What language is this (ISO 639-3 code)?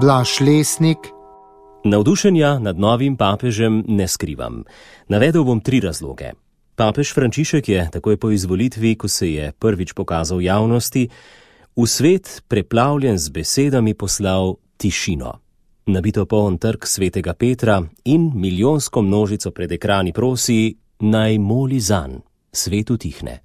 slv